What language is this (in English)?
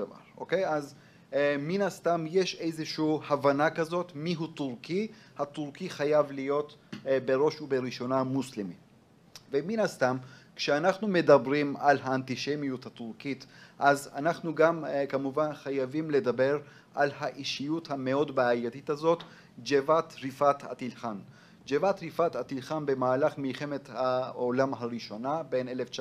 Hebrew